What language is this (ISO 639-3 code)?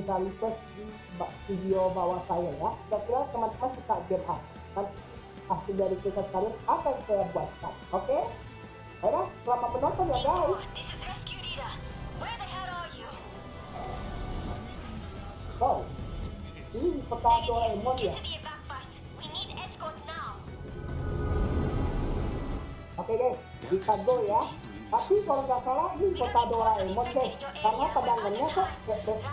ind